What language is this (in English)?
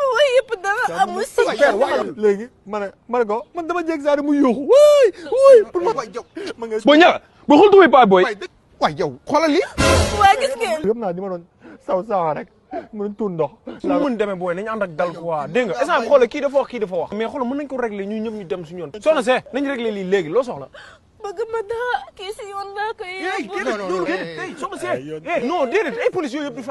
Wolof